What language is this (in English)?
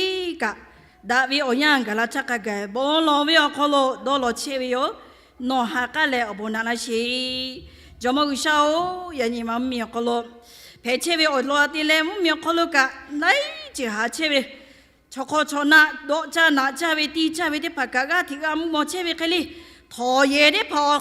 Lahu